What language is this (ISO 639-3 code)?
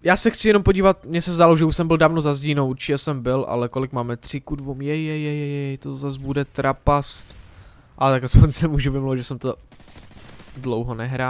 ces